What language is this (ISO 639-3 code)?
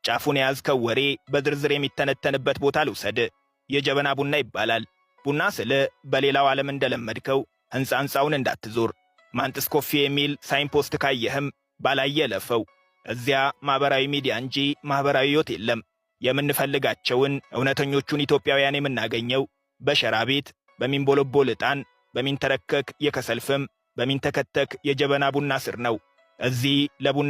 amh